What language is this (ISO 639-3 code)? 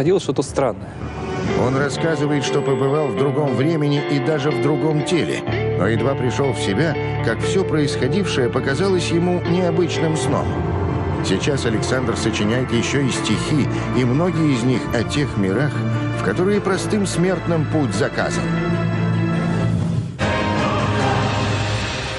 rus